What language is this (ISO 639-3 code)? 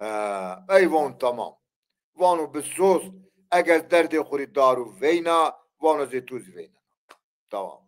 zza